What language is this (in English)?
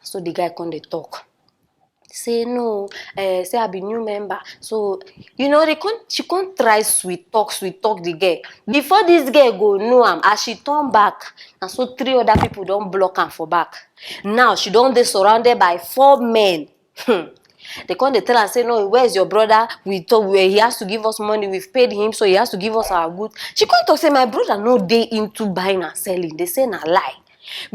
Nigerian Pidgin